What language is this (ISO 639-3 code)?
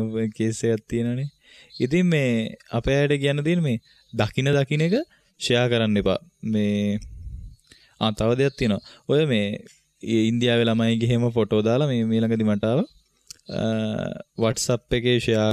sin